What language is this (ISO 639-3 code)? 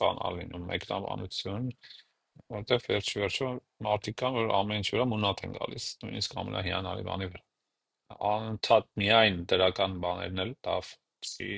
hye